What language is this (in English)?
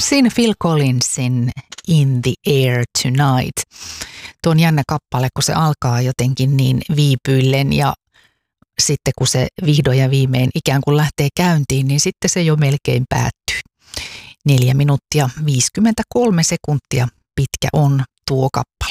Finnish